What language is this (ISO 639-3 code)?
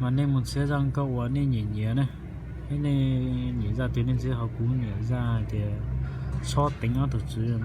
hmn